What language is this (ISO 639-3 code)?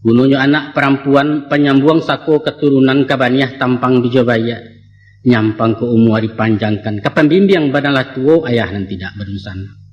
min